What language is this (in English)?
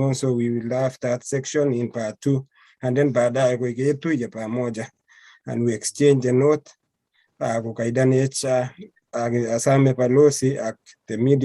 Kalenjin